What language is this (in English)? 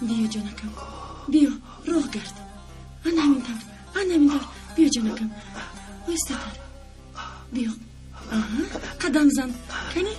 Tajik